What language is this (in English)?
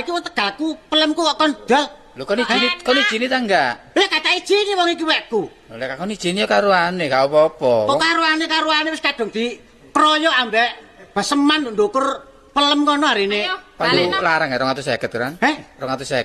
Javanese